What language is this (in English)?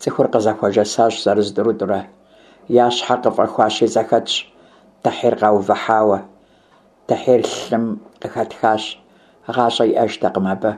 Kabardian